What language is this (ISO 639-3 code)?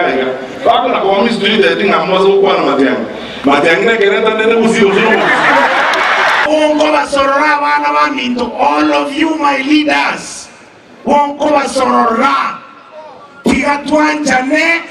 guz